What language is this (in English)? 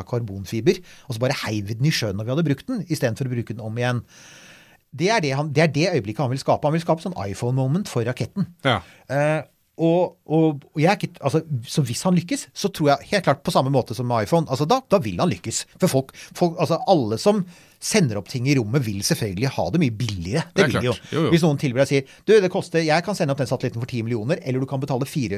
Norwegian